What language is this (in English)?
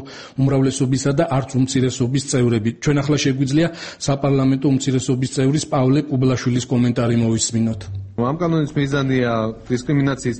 Georgian